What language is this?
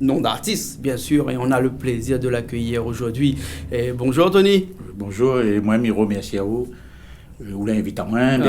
Réunion Creole French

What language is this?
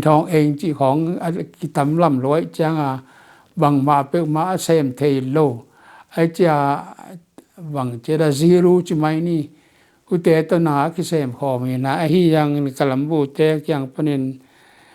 Tedim Chin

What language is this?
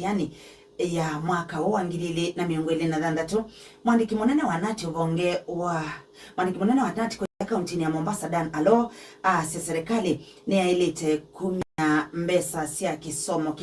Kamba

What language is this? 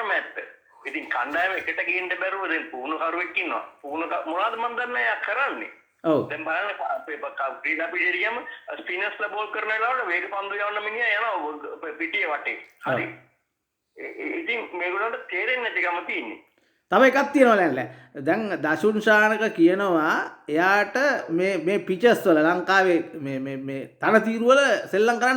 Sinhala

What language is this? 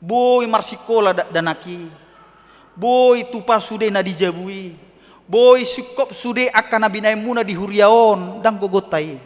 Batak Toba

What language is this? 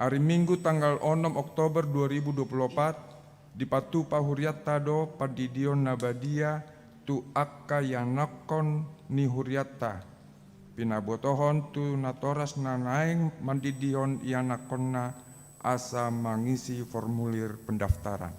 Batak Toba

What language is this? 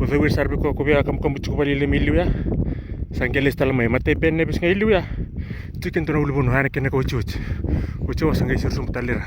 Fijian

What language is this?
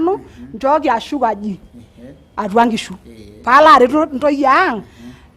Masai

